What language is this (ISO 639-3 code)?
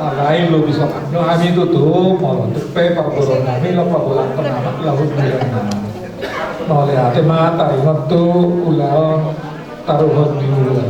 bbc